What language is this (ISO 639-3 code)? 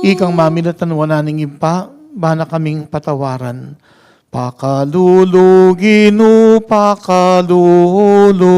pam